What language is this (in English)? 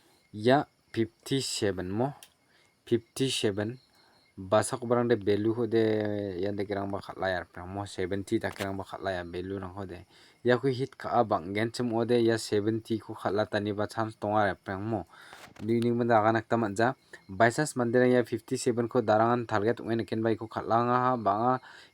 Garo